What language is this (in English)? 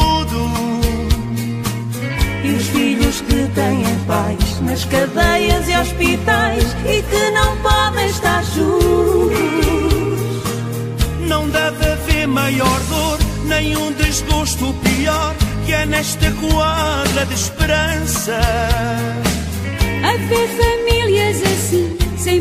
Portuguese